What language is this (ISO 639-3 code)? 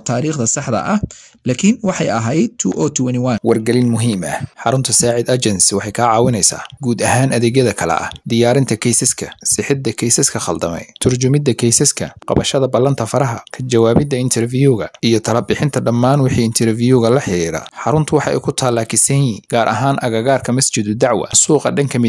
som